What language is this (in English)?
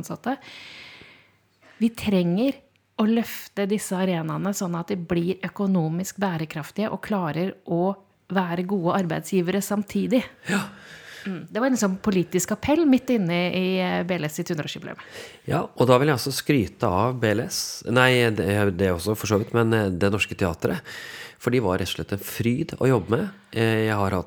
Norwegian